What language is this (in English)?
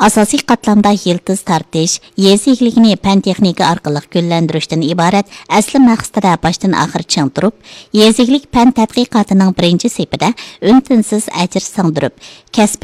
Uyghur